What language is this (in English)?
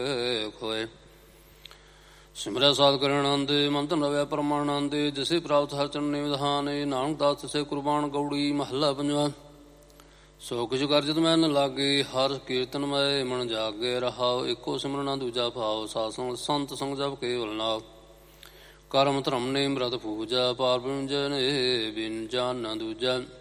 Punjabi